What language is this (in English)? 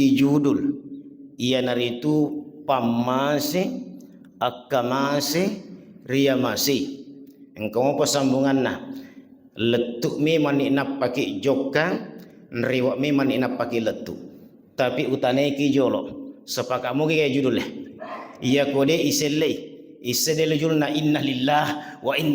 Buginese